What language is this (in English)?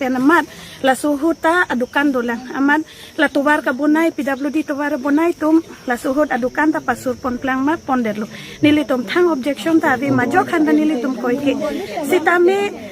Karbi